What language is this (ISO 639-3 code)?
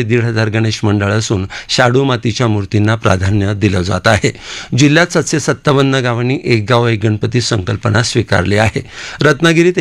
mar